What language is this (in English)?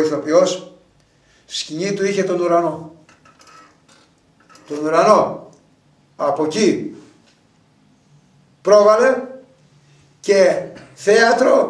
Greek